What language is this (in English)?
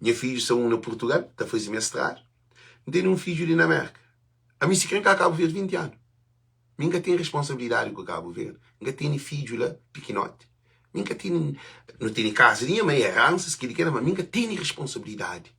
Kabuverdianu